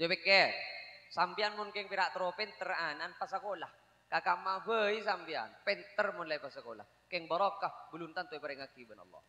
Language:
Madurese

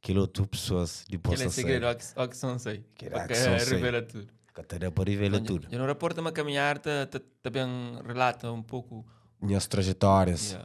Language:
Kabuverdianu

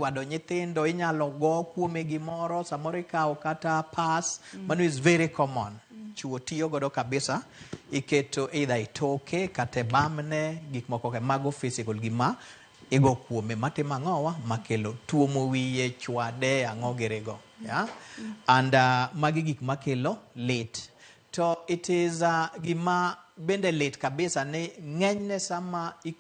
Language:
Luo (Kenya and Tanzania)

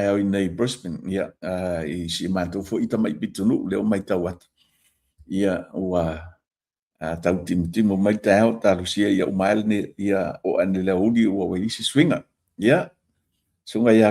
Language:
Samoan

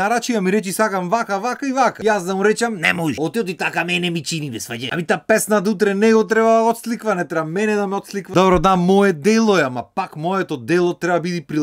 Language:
Macedonian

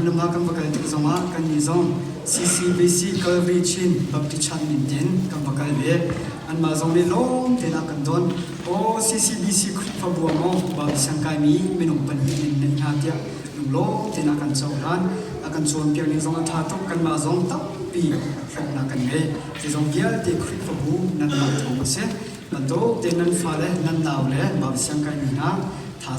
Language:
Hakha Chin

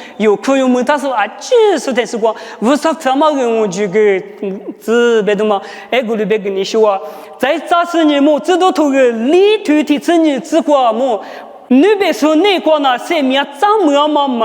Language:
Lisu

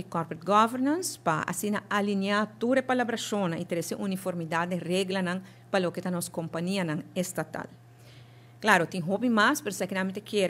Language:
Papiamento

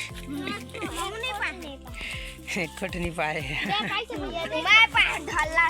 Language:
Chhattisgarhi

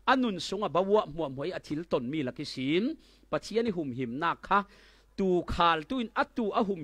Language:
Falam Chin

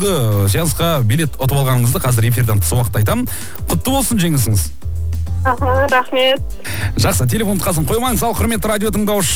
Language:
Kazakh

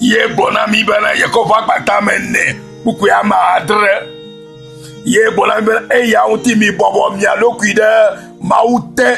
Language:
Ewe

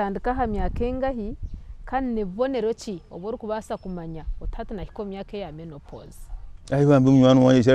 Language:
Nyankole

